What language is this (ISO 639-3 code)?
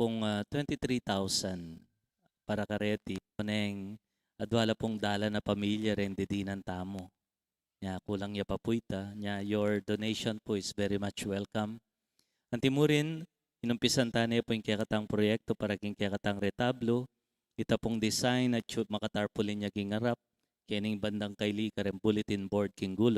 pam